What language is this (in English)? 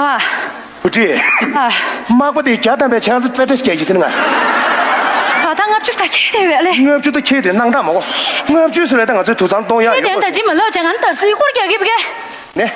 Tibetan